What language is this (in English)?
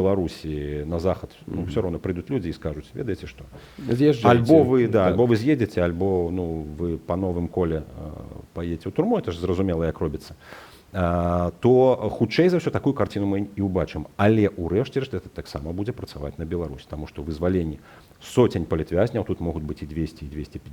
Belarusian